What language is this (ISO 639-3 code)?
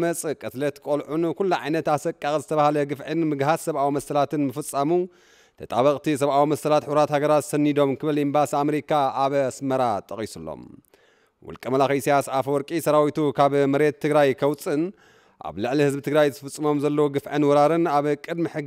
tir